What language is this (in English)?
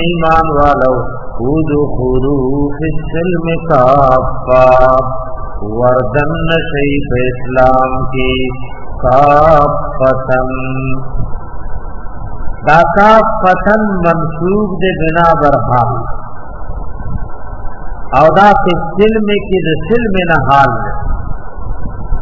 Urdu